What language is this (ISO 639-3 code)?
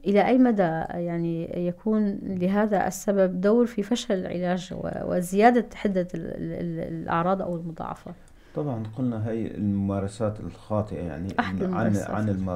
apc